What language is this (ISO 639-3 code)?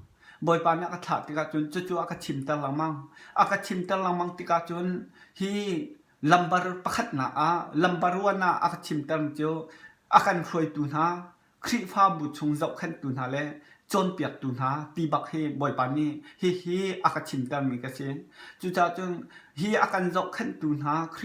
cnh